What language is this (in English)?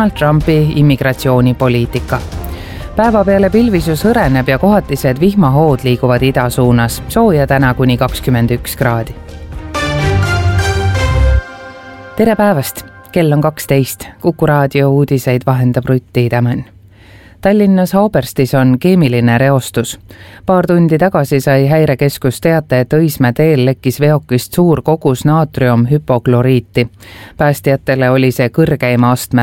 Estonian